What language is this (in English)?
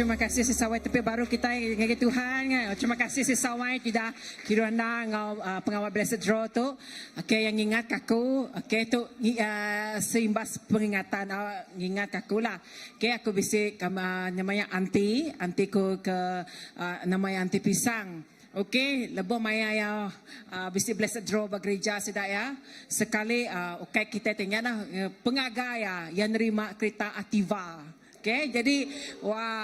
Iban